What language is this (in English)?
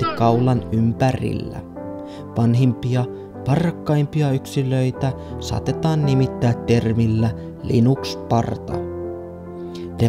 Finnish